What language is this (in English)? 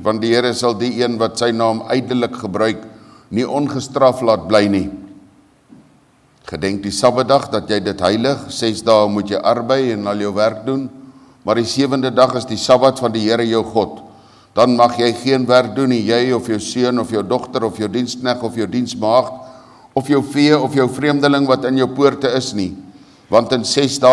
Afrikaans